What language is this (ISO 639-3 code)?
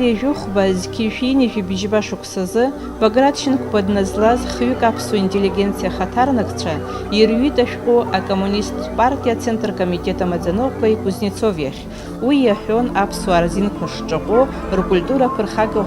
abk